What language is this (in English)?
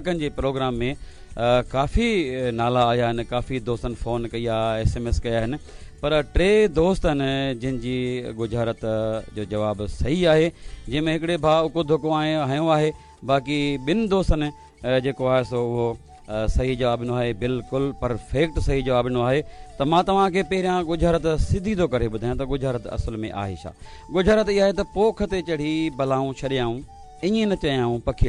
Sindhi